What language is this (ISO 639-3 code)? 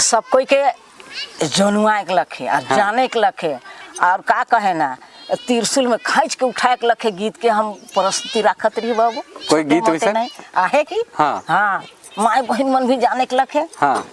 sck